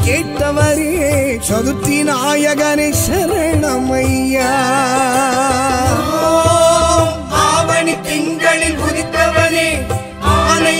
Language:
Tamil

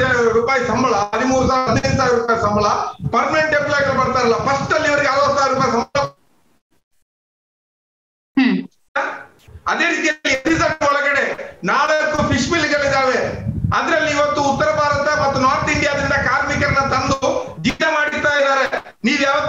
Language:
Kannada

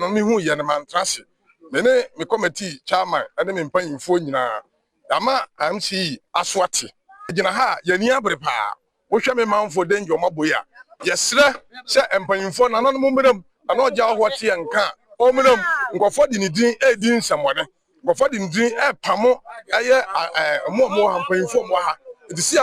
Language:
Akan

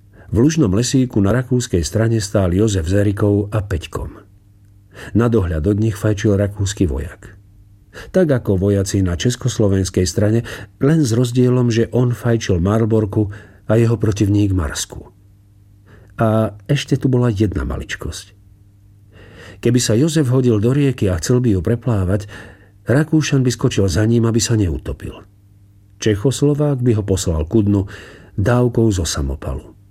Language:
Slovak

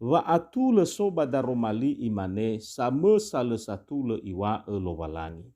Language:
Nias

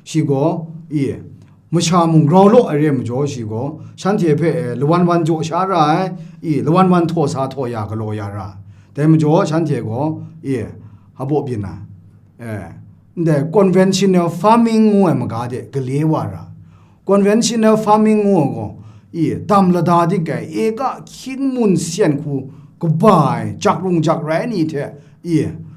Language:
Kachin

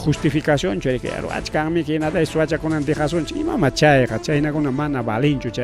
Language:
Ayacucho Quechua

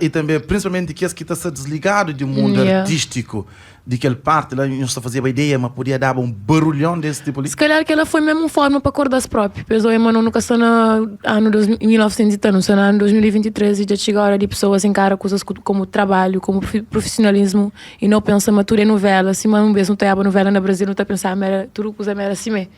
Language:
Kabuverdianu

